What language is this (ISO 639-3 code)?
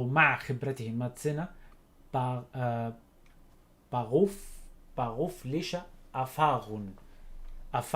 apc